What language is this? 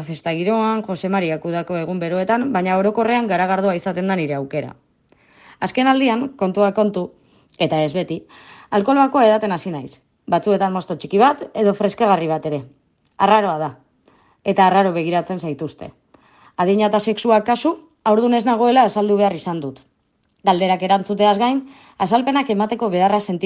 Basque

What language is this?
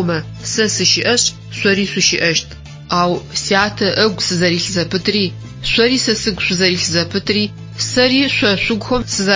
Adyghe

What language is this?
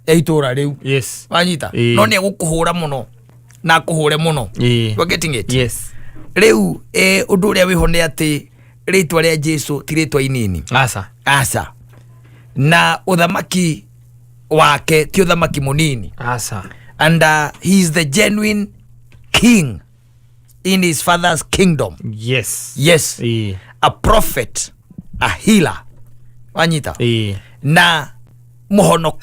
Kikuyu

